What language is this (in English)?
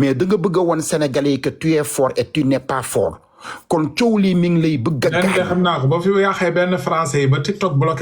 Wolof